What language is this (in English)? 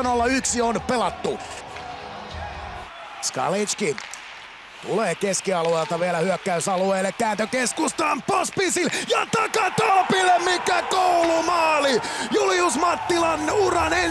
Finnish